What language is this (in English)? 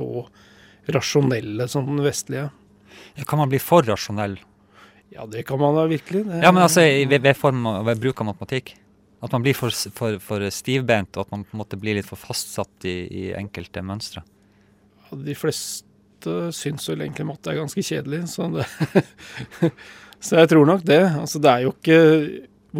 Norwegian